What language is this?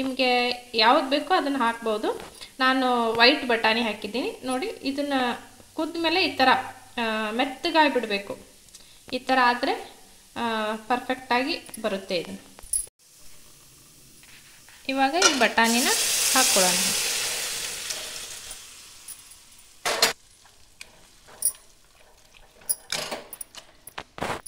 Kannada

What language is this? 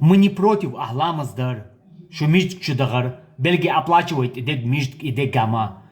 Chechen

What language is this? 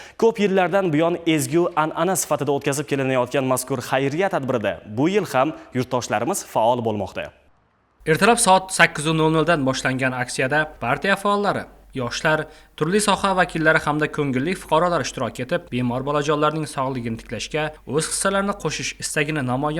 Uzbek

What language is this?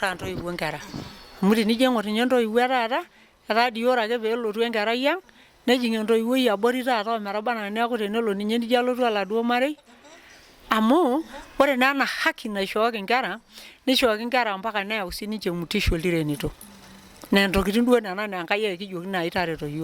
Masai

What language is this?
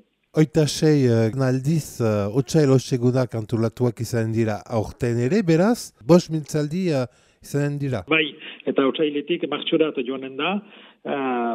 Basque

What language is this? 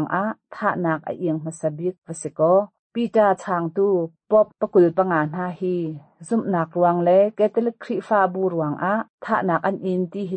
Hakha Chin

